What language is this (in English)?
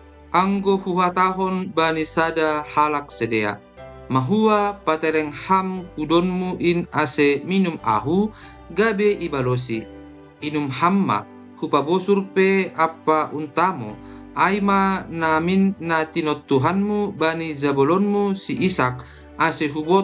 Batak Simalungun